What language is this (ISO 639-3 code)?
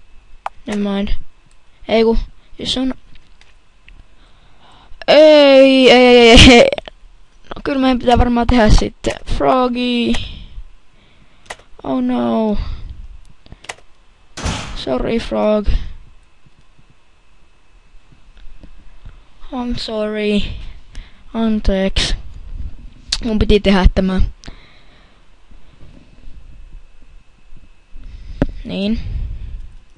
fin